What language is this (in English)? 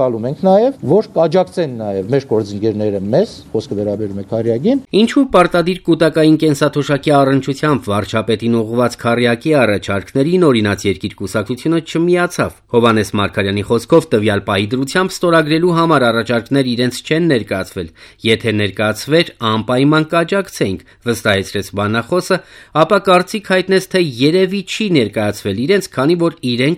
Armenian